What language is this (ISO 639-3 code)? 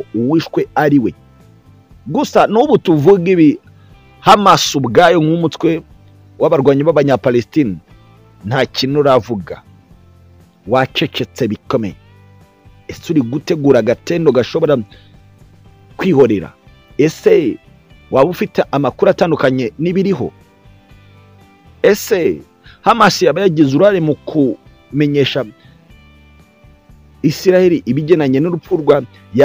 kin